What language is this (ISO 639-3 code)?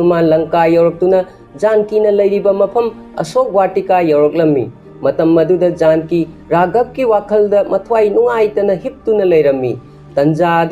mni